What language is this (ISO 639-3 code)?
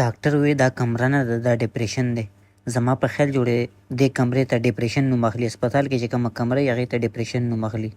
pus